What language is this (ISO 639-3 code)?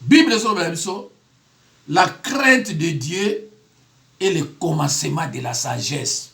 lin